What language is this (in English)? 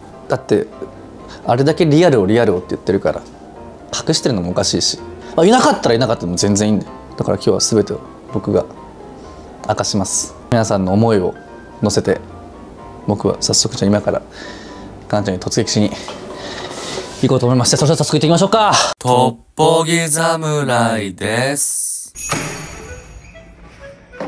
Japanese